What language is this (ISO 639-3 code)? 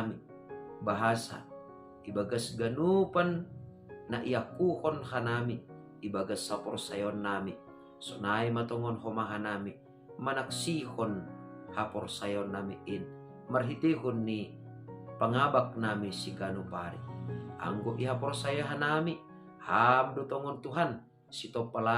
bts